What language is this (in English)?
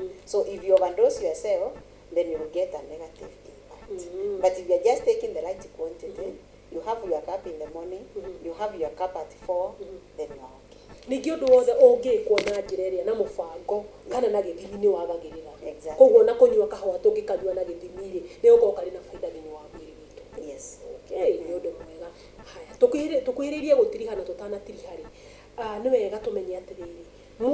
Kikuyu